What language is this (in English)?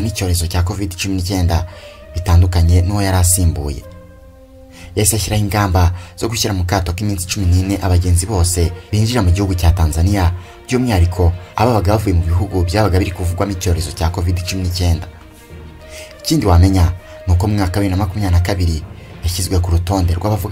Kinyarwanda